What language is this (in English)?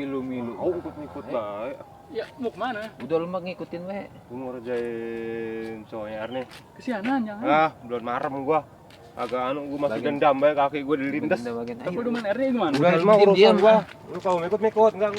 Betawi